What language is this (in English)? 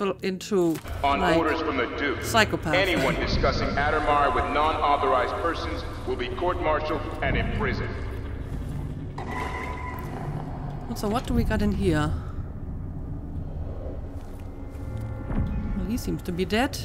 English